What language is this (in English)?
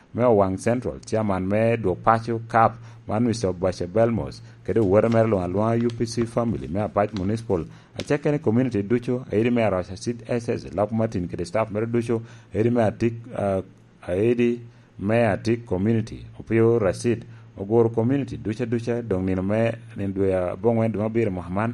Lango (Uganda)